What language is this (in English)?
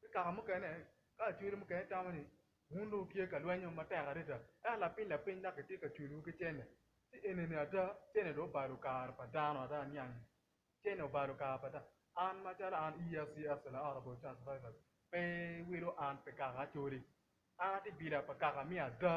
Acoli